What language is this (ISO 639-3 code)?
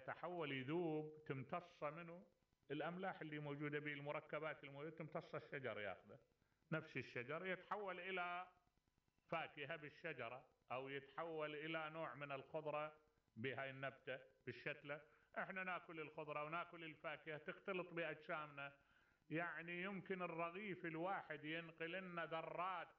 acm